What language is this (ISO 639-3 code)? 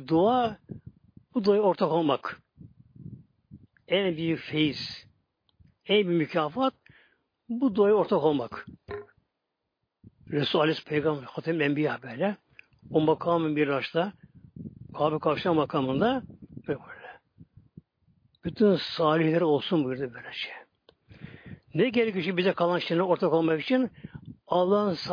tur